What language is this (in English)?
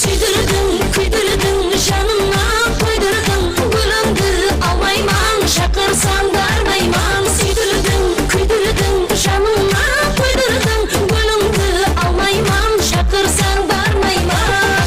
Kara-Kalpak